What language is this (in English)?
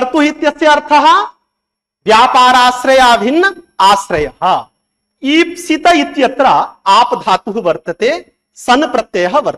Sanskrit